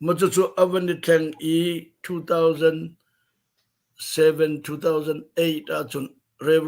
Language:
Hakha Chin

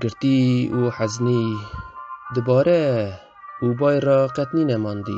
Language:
Kurdish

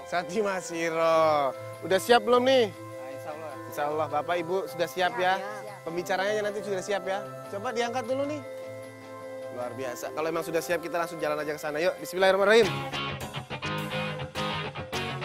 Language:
Indonesian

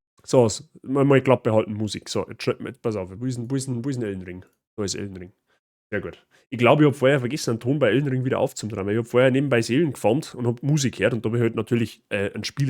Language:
Bavarian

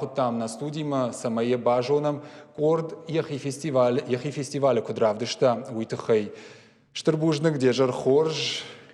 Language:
Ossetic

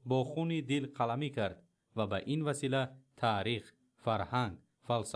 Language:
Tajik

